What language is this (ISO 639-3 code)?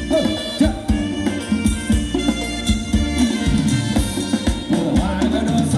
tha